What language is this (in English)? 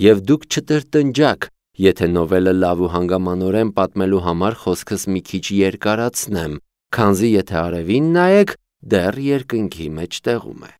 Armenian